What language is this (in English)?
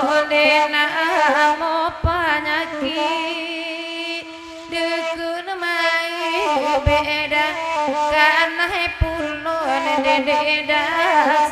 Minangkabau